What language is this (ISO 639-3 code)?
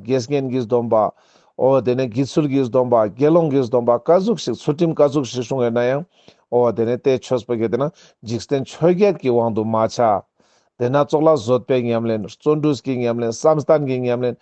lbj